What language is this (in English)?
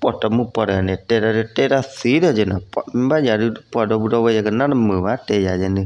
S'gaw Karen